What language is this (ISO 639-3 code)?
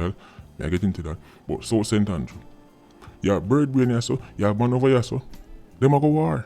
jam